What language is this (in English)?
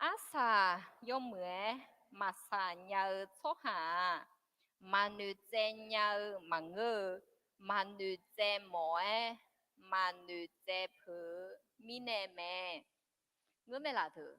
Akha